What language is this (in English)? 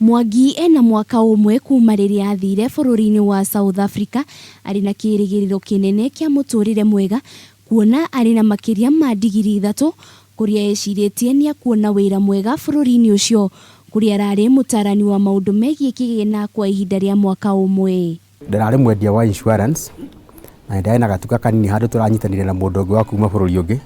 Kikuyu